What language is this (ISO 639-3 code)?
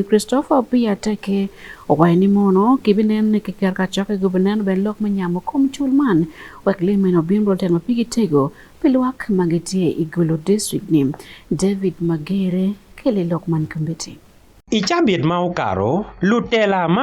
ach